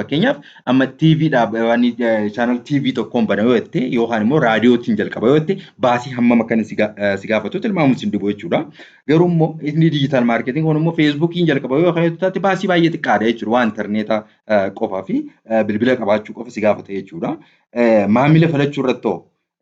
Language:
Oromo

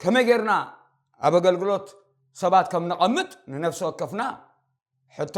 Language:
Tigrinya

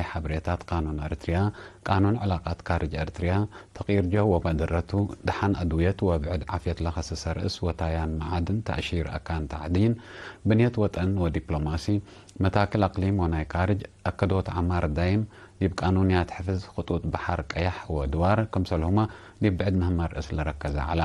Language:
Tigre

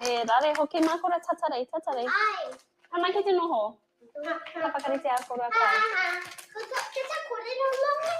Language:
Māori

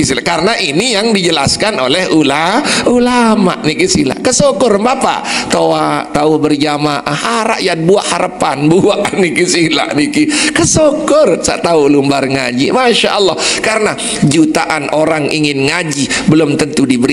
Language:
Sasak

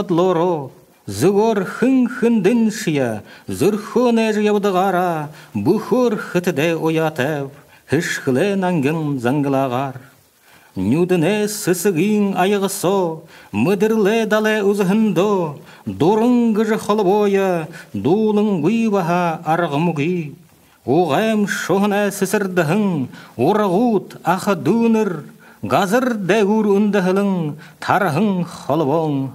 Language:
Buriat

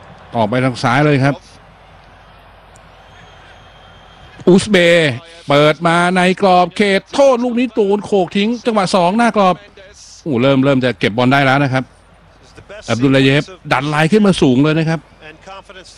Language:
Thai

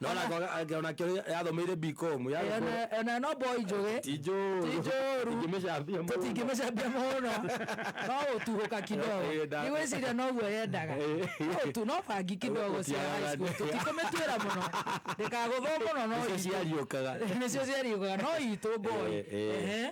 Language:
Kikuyu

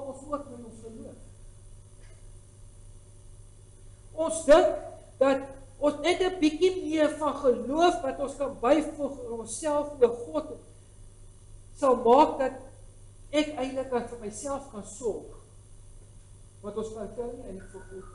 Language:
Afrikaans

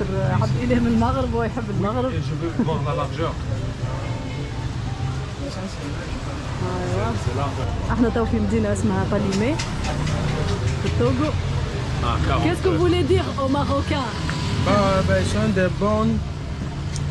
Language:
Moroccan Arabic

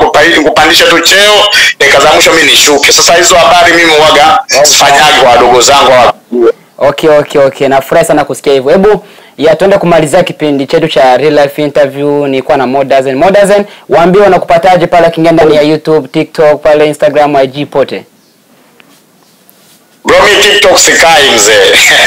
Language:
Swahili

